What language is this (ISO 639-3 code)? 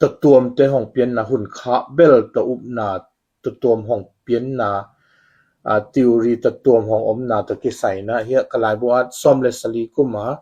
ctd